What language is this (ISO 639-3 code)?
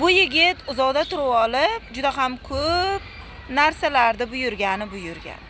uzb